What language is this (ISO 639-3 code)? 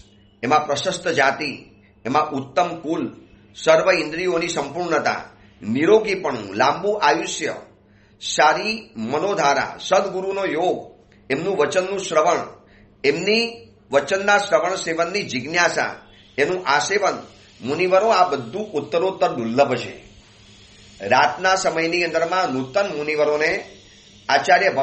guj